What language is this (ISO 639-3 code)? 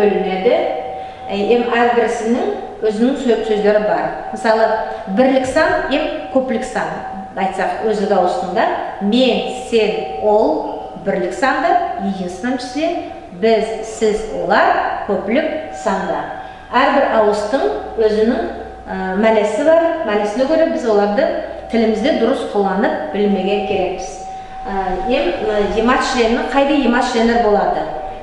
nog